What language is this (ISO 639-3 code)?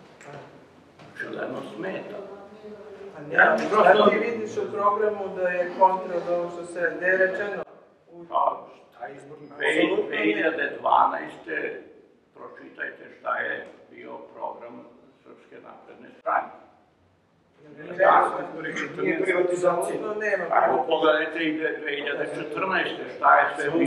srp